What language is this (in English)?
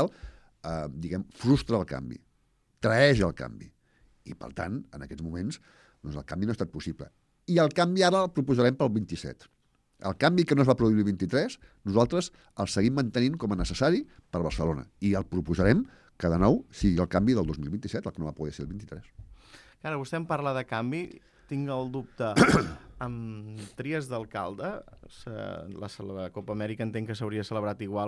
Catalan